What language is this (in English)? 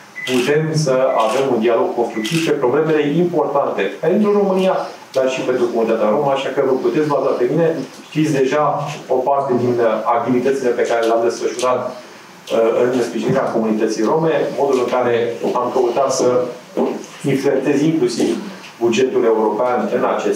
Romanian